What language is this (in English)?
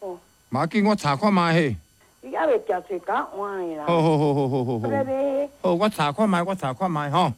Min Nan Chinese